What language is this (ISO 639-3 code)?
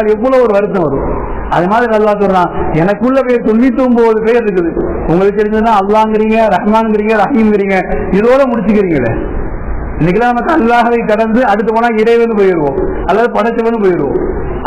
tam